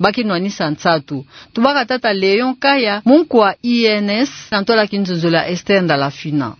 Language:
Kituba (Democratic Republic of Congo)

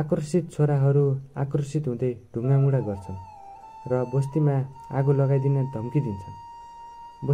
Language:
Nepali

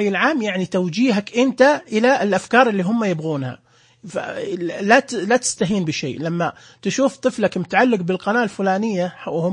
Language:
Najdi Arabic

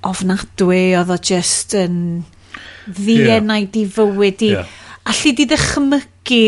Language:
Welsh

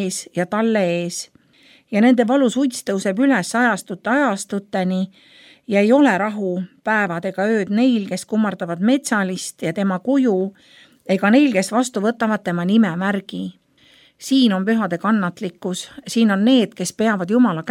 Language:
Estonian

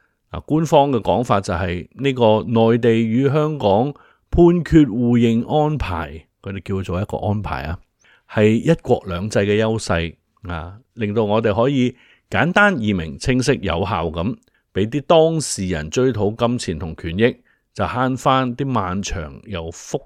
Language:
Cantonese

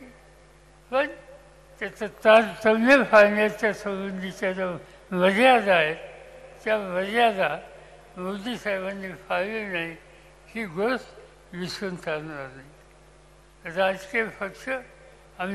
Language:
Marathi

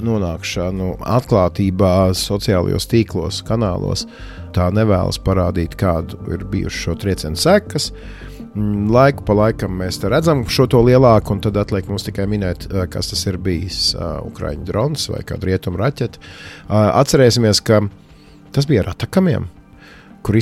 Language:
Latvian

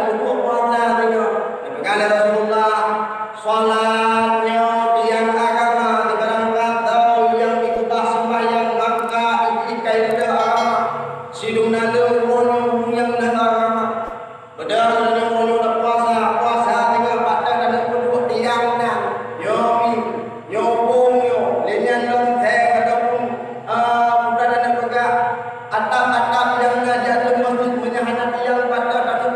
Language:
Achinese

